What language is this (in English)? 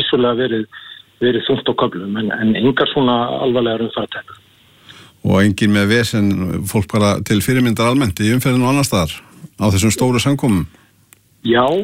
Icelandic